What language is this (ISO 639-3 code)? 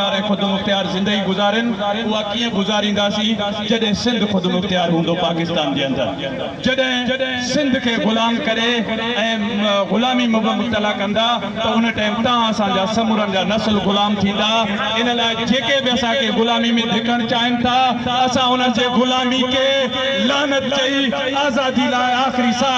snd